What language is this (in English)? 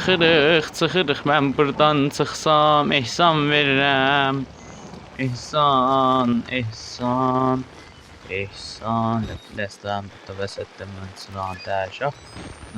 South Azerbaijani